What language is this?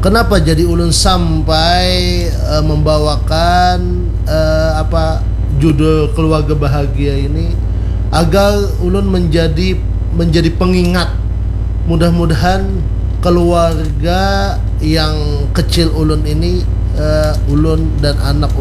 Banjar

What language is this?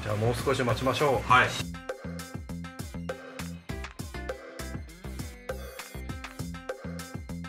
Japanese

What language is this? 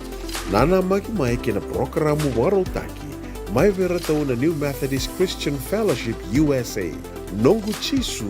Fijian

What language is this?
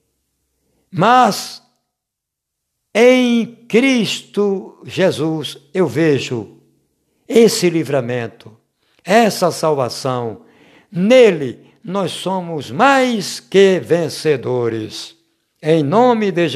Portuguese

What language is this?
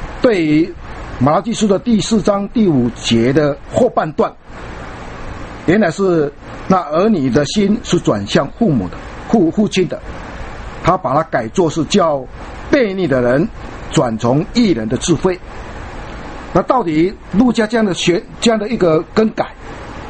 Chinese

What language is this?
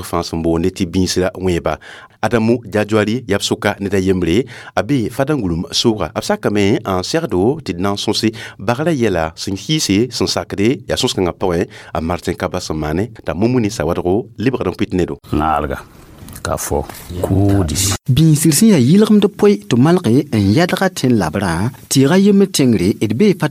Mossi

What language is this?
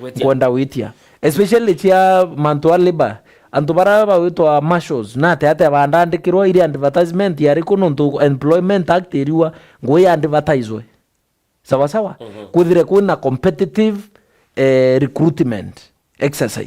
Meru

